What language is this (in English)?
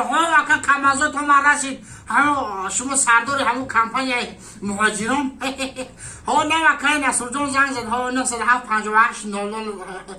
Tajik